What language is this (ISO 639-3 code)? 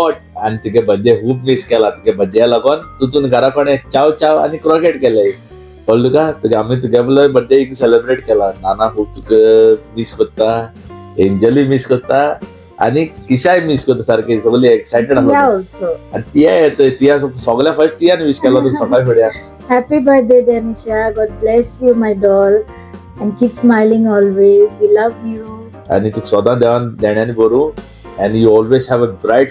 kok